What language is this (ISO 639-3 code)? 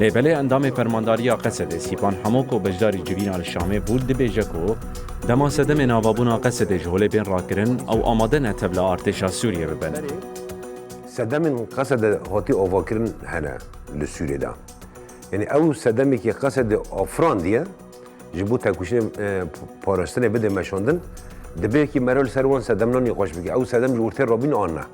kur